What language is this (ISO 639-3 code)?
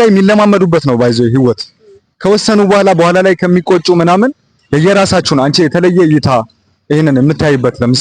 amh